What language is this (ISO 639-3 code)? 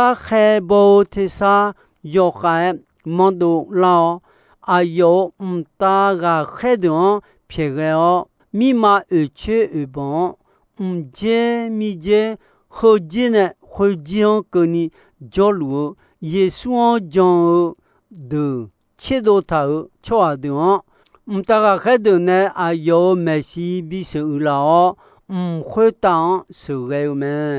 ahk